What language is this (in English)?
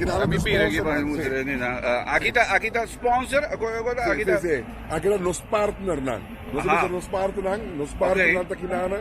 Papiamento